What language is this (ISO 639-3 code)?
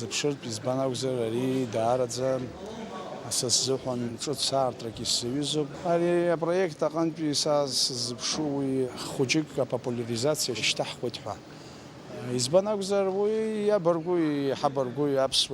abk